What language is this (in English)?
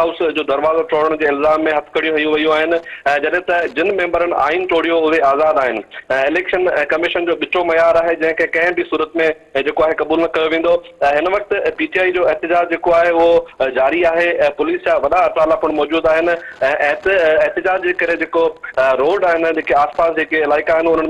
Sindhi